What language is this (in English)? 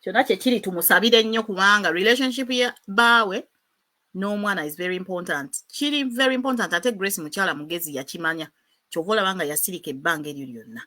Ganda